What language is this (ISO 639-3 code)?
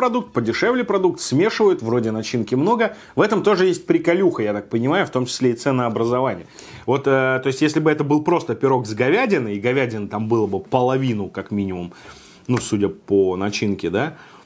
rus